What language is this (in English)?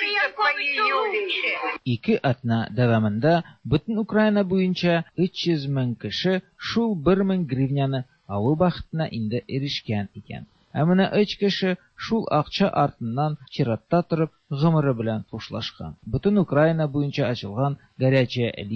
Tatar